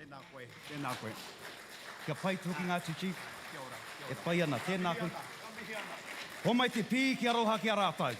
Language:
Māori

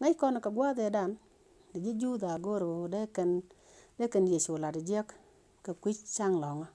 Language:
Nuer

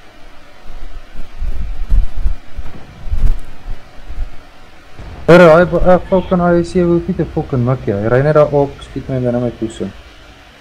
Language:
Afrikaans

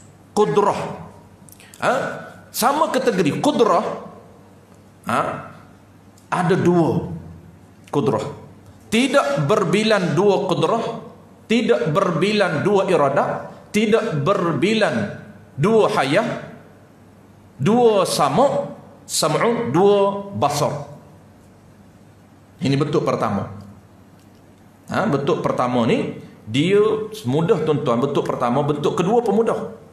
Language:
Malay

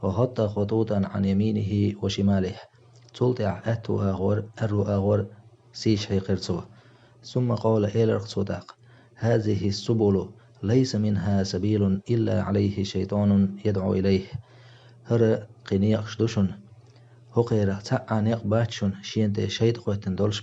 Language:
Chechen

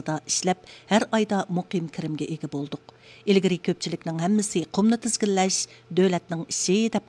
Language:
Uyghur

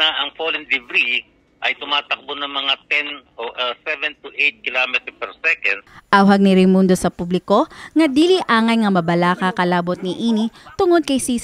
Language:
Cebuano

